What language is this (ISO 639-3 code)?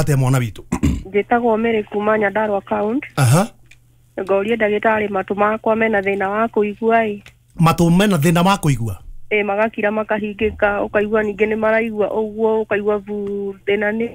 kik